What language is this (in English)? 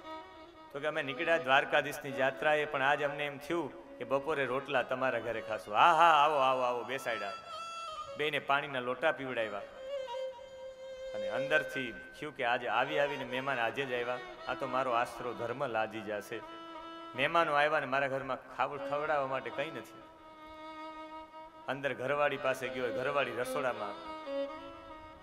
Gujarati